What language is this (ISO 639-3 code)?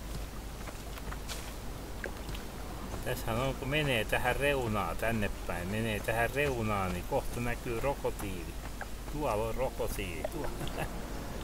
fin